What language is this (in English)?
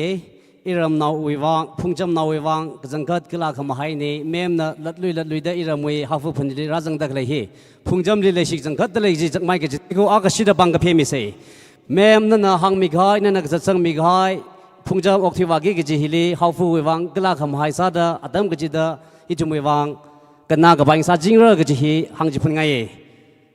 Tangkhul Naga (India)